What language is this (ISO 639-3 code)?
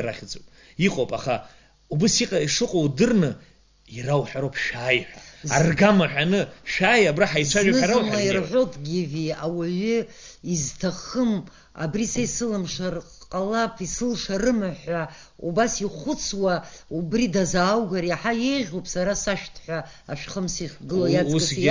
abk